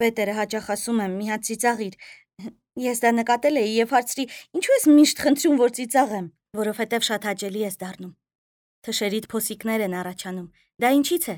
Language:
Armenian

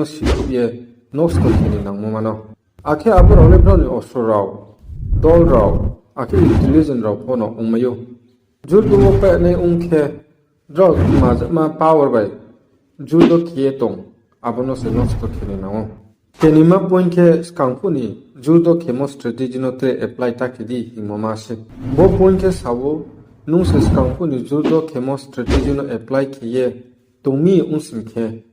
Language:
Riang (India)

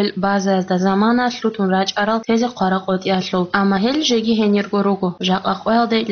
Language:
Avaric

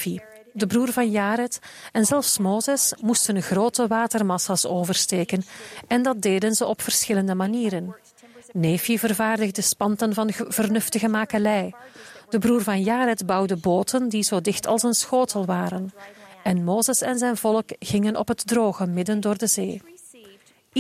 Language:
Dutch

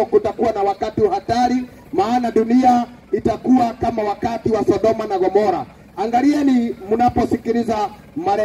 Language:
Swahili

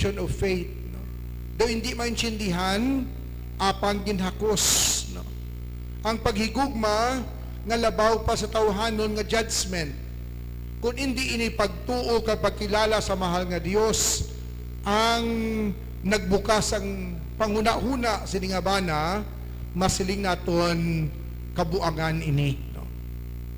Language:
Hiligaynon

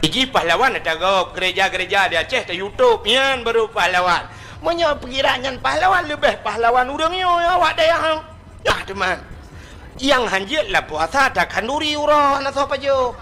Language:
Achinese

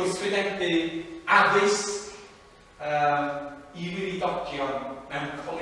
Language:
Welsh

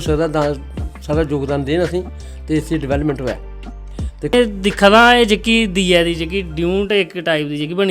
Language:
Dogri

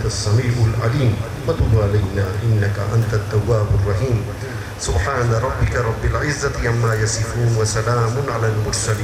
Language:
Baluchi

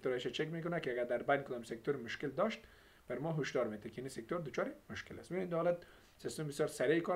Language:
Persian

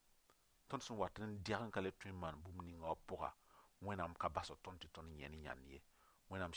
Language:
Mossi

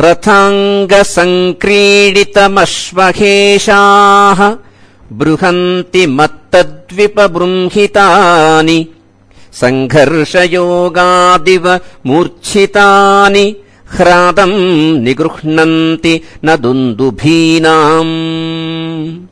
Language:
Sanskrit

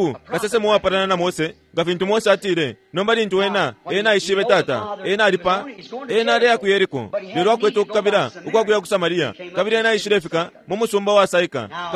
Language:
Bemba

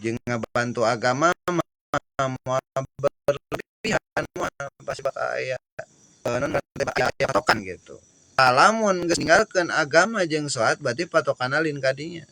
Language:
Sundanese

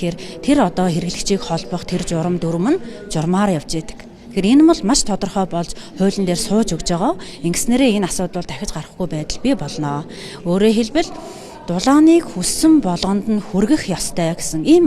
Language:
Mongolian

